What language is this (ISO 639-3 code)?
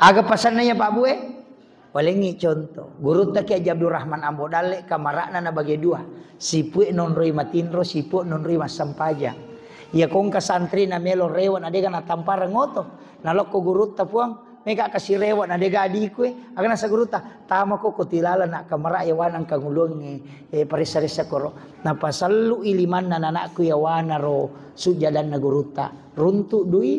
bug